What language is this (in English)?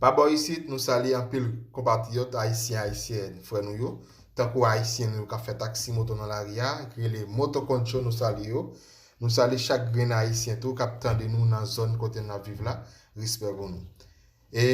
Haitian Creole